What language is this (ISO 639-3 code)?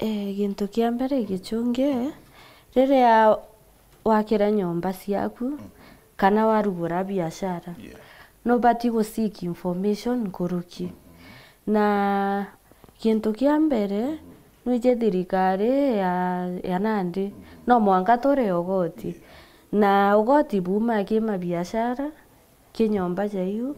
mer